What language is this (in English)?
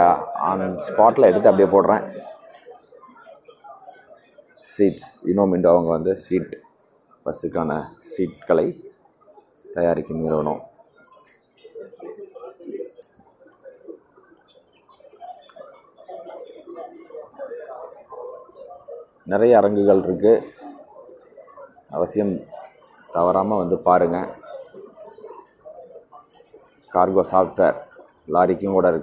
Tamil